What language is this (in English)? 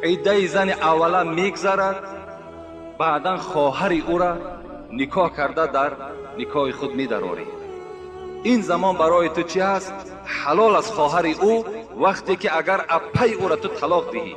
Tajik